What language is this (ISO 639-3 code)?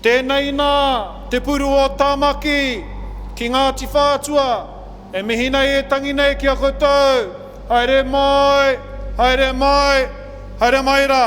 mri